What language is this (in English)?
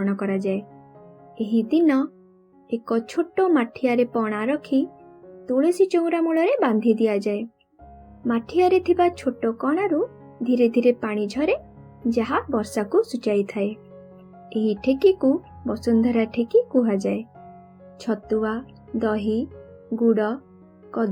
Odia